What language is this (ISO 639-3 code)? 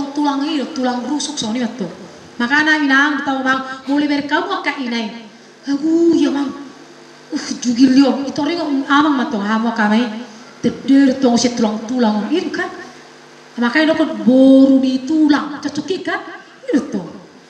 bbc